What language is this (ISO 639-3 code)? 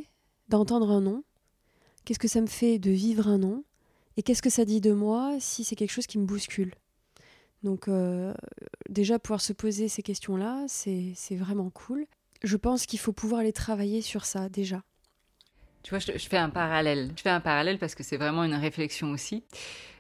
fra